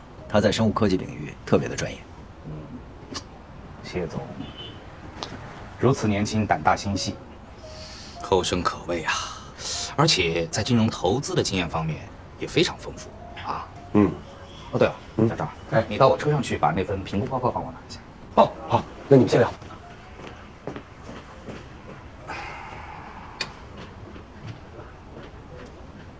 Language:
Chinese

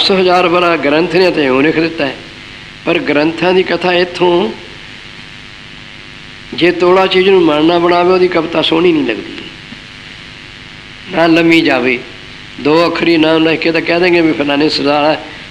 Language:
Punjabi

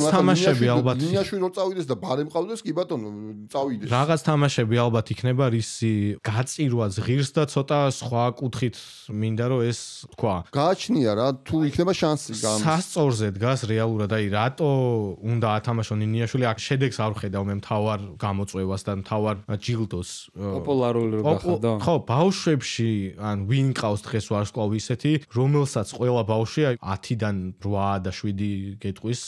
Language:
Georgian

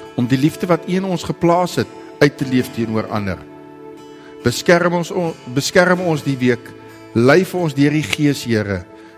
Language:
Afrikaans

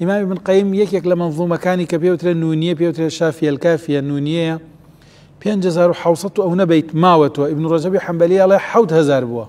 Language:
Central Kurdish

